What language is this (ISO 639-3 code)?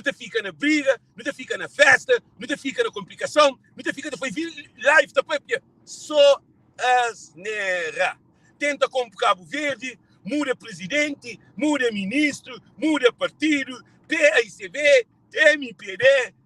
kea